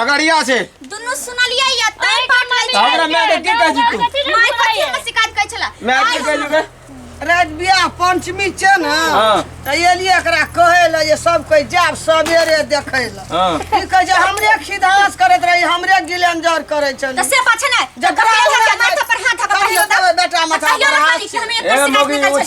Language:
Maithili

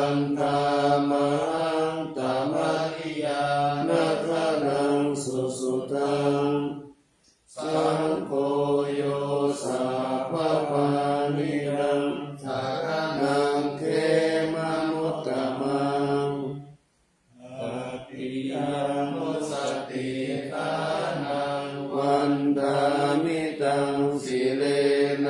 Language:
Pali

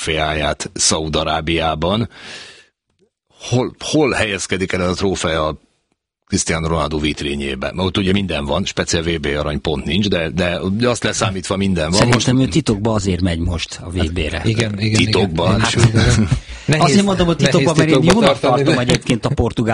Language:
Hungarian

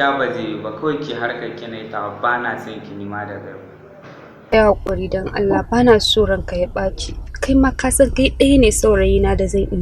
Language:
Hausa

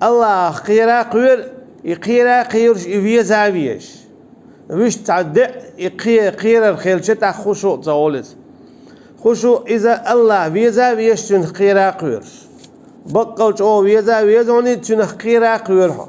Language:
Chechen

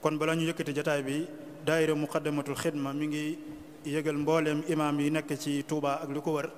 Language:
Wolof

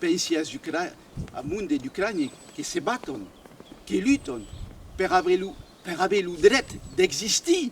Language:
Occitan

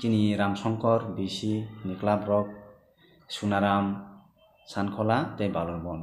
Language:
Kok Borok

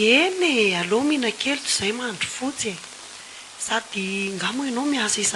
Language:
Malagasy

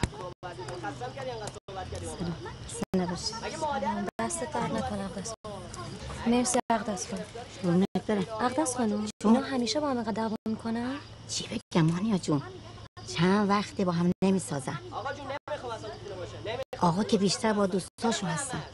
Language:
Persian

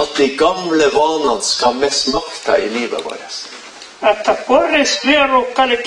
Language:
Norwegian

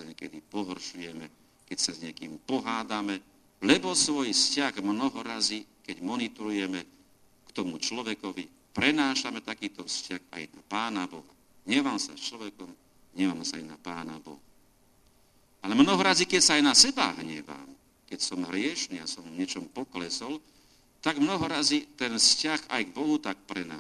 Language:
Slovak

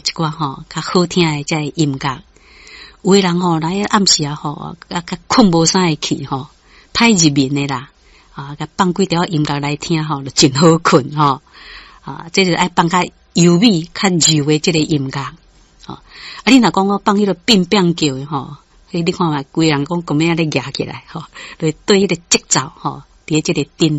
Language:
Min Nan Chinese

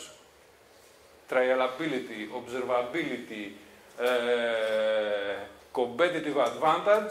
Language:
Greek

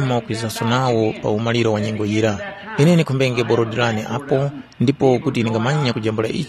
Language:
Tumbuka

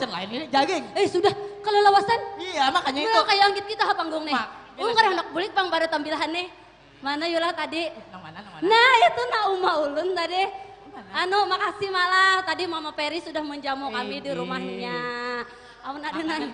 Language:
Banjar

